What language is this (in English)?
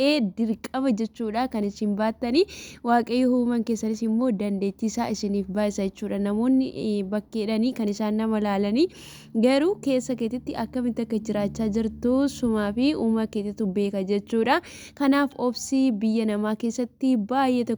Oromo